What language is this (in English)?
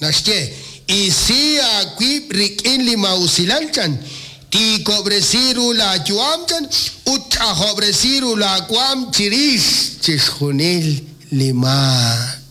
Kekchí